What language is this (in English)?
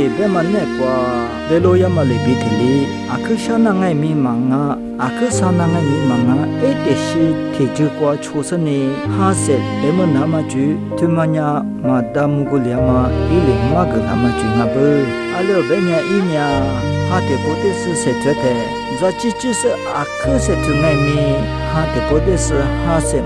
Lisu